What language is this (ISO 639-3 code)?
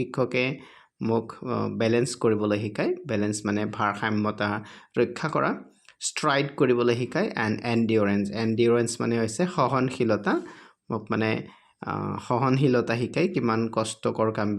asm